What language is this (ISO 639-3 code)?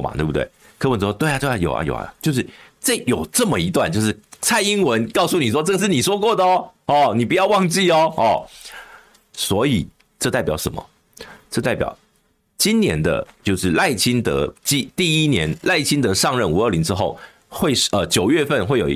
zho